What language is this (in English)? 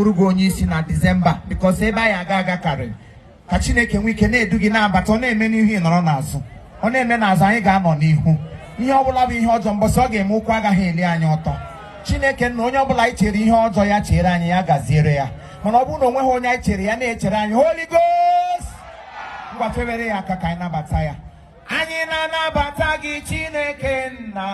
Igbo